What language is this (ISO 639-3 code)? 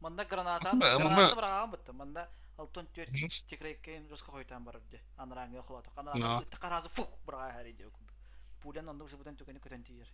sah